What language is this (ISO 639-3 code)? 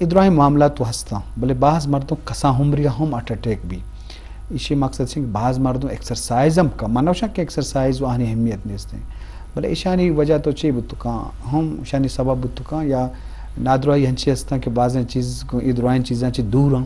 bgp